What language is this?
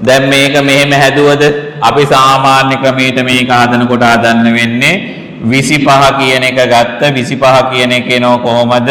Sinhala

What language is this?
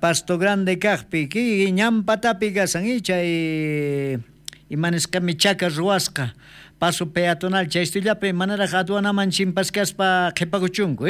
South Bolivian Quechua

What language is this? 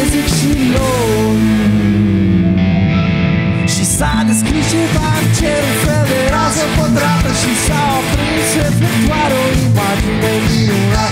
Romanian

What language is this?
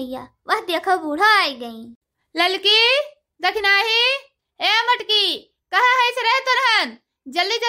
Awadhi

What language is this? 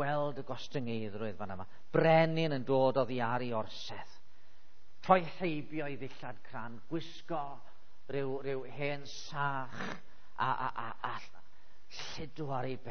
Welsh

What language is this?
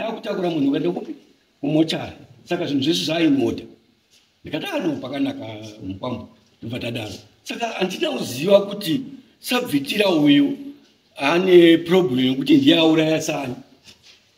Shona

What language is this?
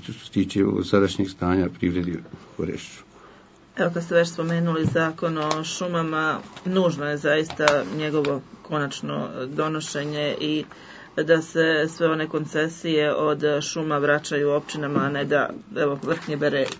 Bosnian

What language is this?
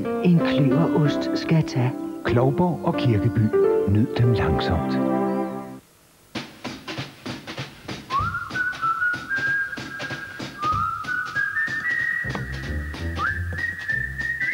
Danish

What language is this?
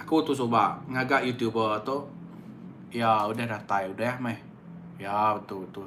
Iban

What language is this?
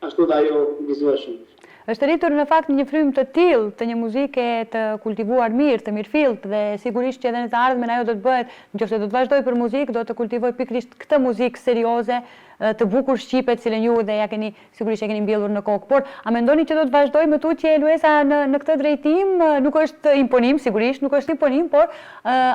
Albanian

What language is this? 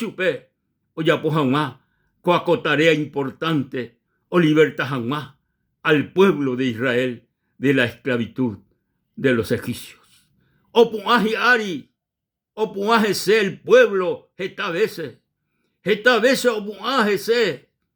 Guarani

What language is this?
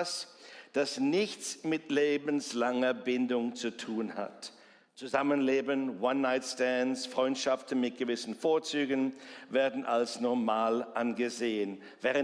Swiss German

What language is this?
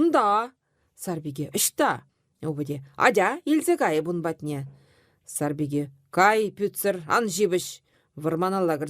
Chuvash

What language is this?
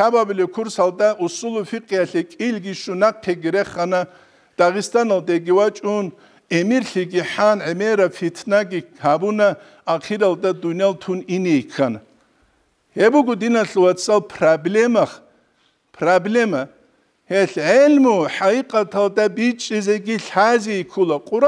Avaric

